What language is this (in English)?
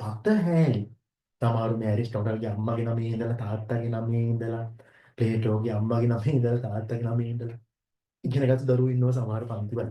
Sinhala